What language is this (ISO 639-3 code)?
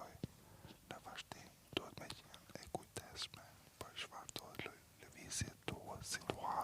sqi